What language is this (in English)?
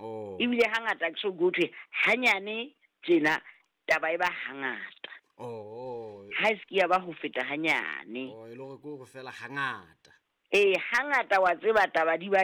Southern Sotho